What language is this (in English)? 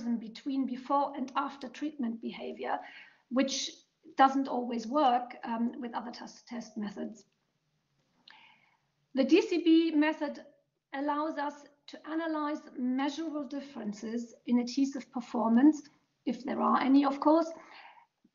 English